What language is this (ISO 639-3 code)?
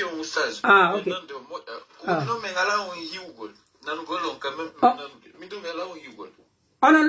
fuf